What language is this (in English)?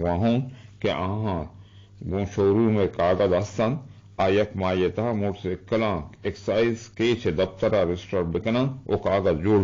Eastern Balochi